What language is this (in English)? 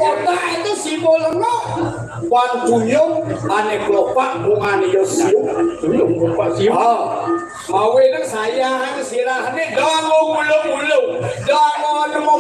Balinese